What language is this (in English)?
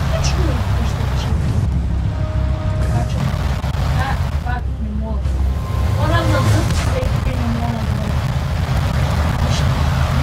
Bulgarian